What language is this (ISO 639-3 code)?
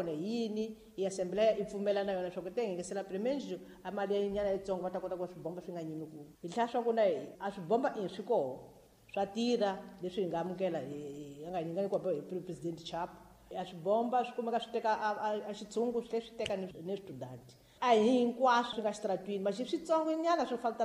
tso